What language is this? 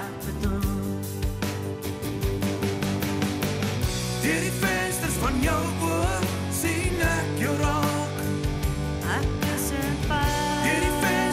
Afrikaans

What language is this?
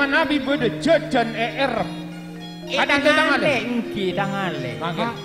Madurese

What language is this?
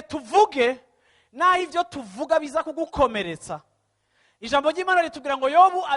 Rundi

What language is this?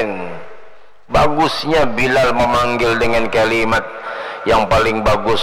Banjar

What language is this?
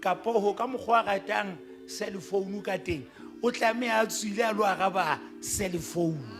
Southern Sotho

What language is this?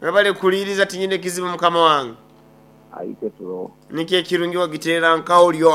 Nyoro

